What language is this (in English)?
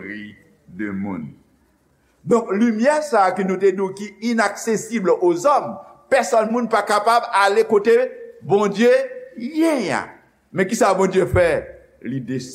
Haitian Creole